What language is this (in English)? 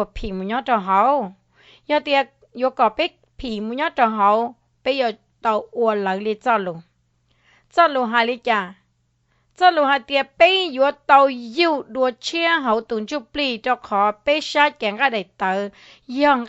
Hmong